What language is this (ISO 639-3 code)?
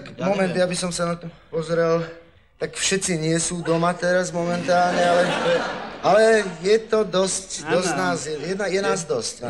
slk